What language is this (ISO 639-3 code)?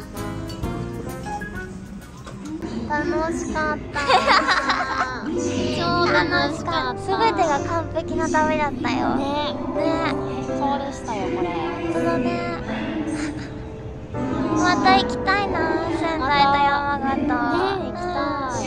jpn